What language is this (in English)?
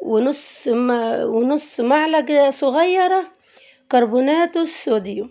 Egyptian Arabic